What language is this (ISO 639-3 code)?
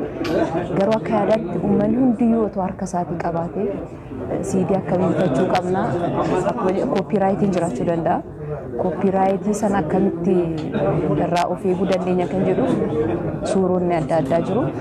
orm